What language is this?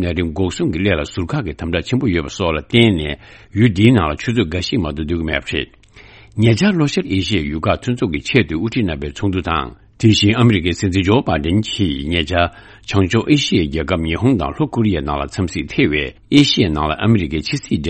Tibetan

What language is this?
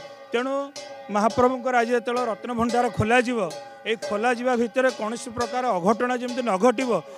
Odia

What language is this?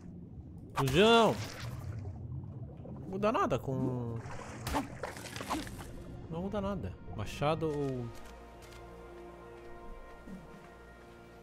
Portuguese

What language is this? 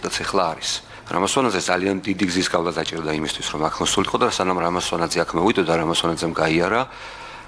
Georgian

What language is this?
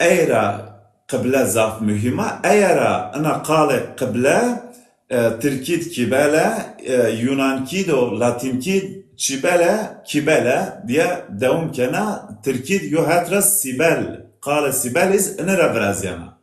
Zaza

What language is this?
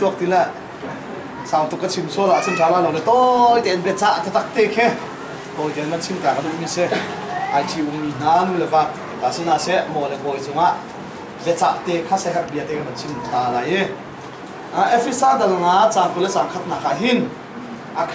Hakha Chin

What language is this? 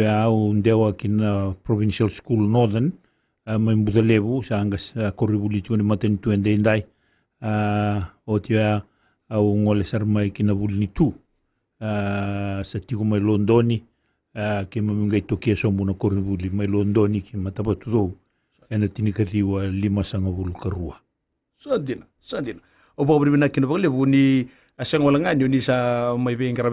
Fijian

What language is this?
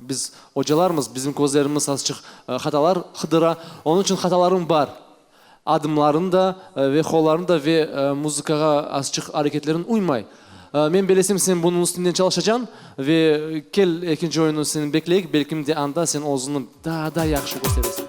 Crimean Tatar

